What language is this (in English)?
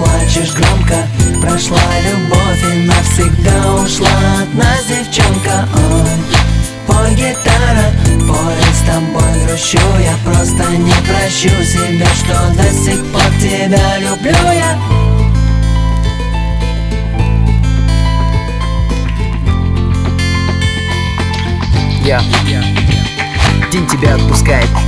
Russian